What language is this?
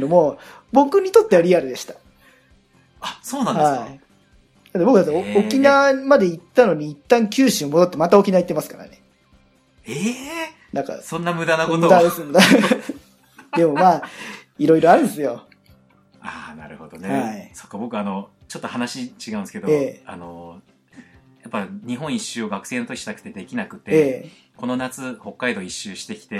Japanese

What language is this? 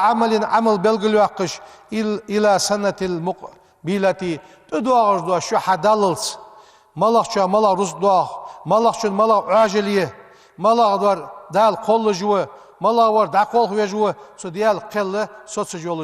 Ingush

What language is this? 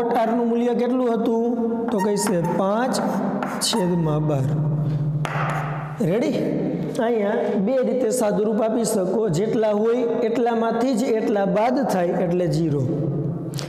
Gujarati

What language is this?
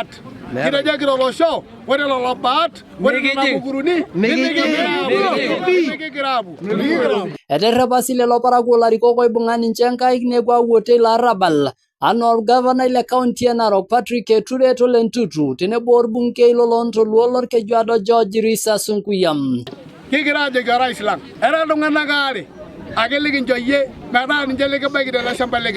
Masai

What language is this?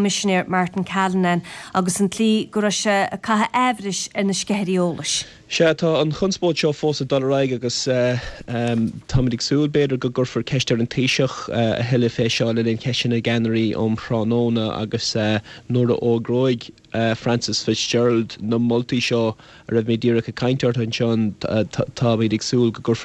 Irish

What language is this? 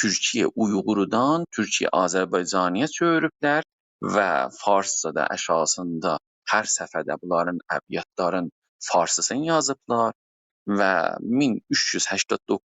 South Azerbaijani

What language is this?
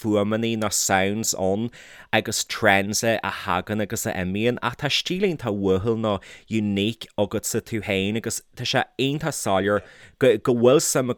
Irish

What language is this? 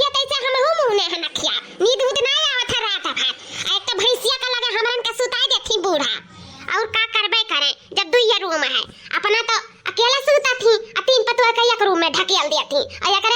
Awadhi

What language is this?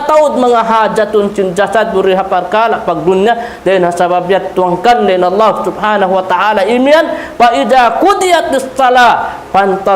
Tausug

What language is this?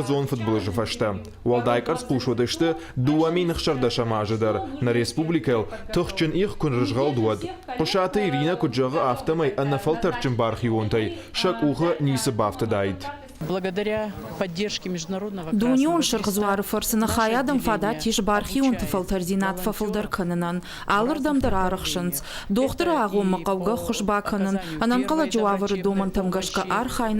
Ossetic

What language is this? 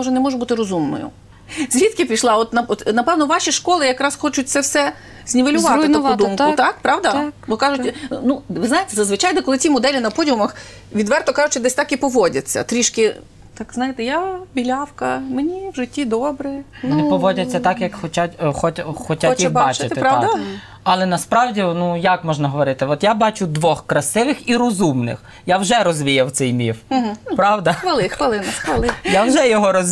Ukrainian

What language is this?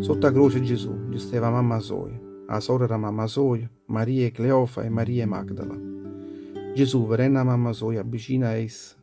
Neapolitan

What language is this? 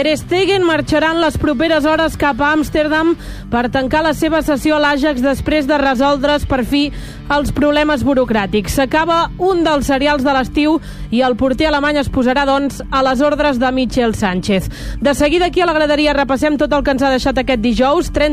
Catalan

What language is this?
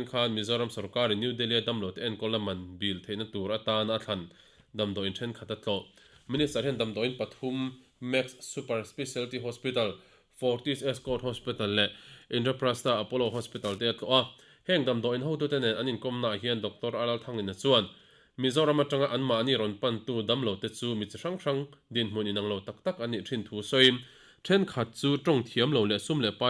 Mizo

